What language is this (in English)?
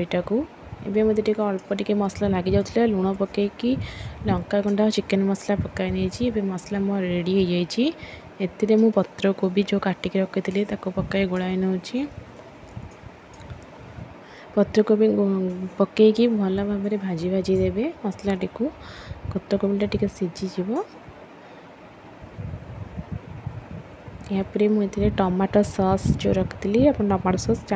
Odia